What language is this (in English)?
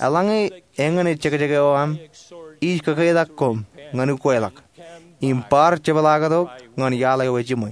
Marshallese